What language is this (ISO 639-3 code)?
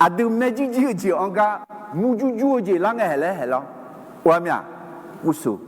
ahk